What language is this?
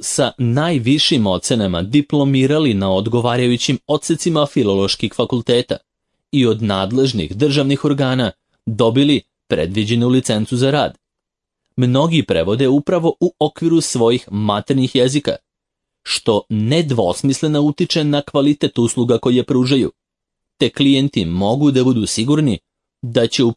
Serbian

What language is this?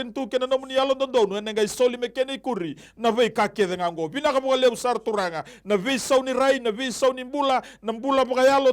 Fijian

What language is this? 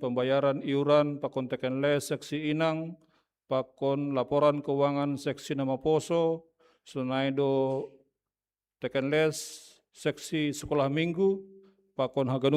Batak Simalungun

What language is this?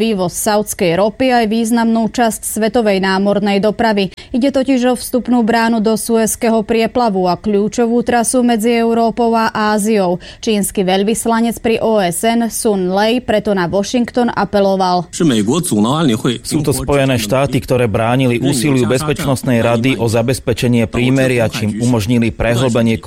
Slovak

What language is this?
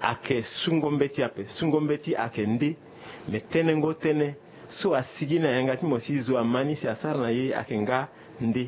Sango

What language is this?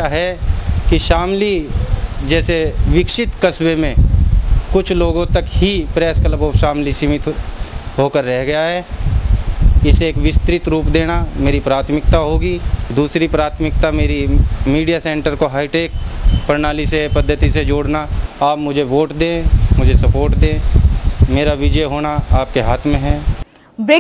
Hindi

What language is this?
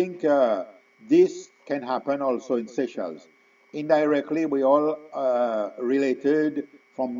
Seselwa Creole French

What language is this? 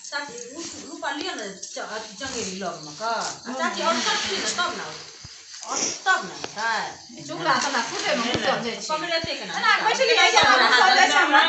Maithili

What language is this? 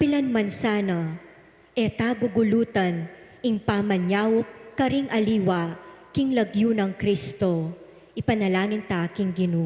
Pampanga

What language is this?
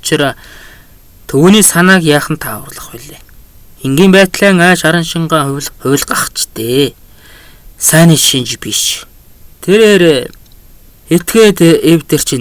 Mongolian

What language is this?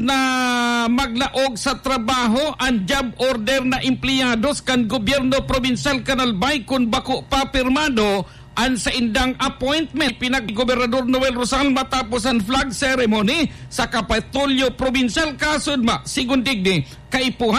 Bikol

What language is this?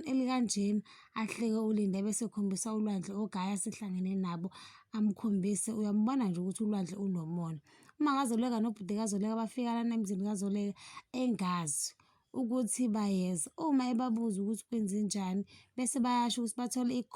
Zulu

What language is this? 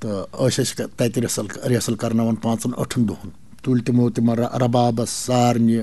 Kashmiri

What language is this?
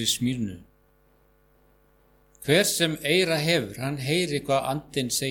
Icelandic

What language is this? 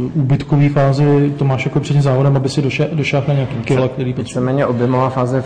Czech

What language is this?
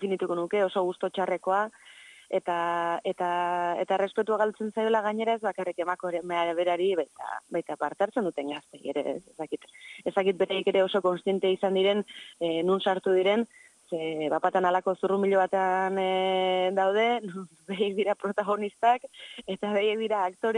Basque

